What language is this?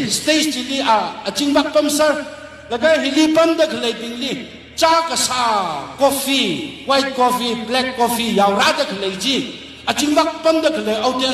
Tangkhul Naga (India)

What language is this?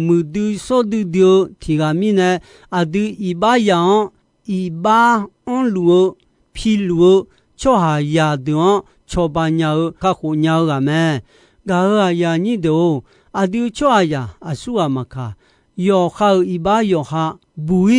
Akha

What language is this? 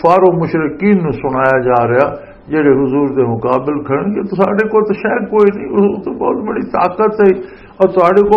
Western Panjabi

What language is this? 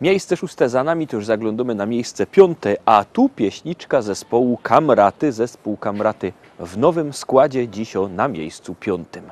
Silesian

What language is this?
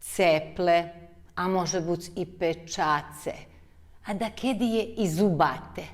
Rusyn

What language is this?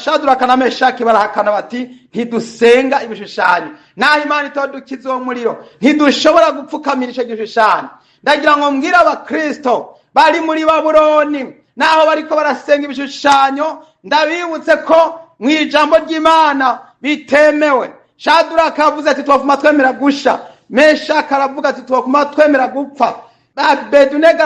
Rundi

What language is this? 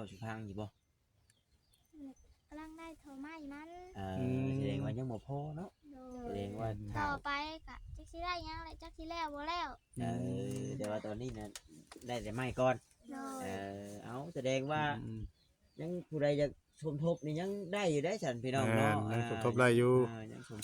Northeastern Thai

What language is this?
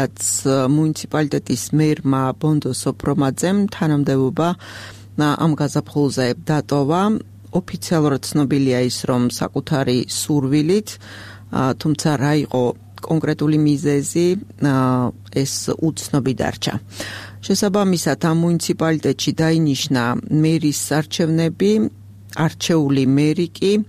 Georgian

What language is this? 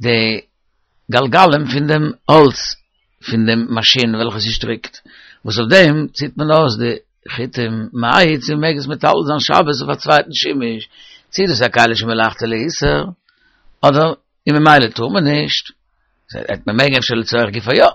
Yiddish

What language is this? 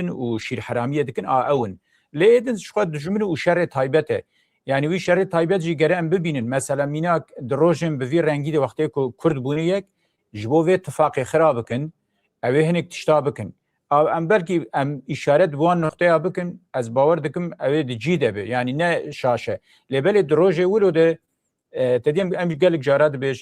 Kurdish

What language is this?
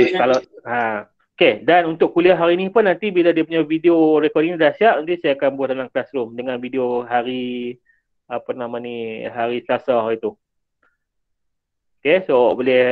Malay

